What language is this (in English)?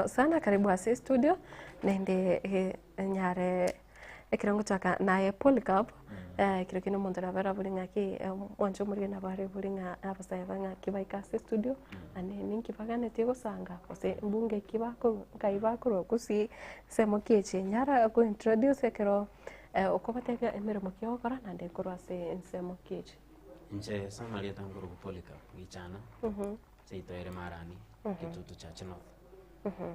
Gusii